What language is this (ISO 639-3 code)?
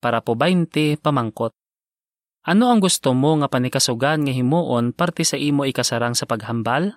hil